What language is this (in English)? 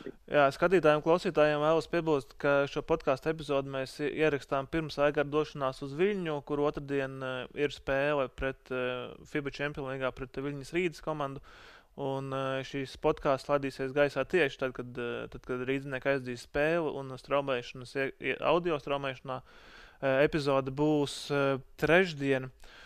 Latvian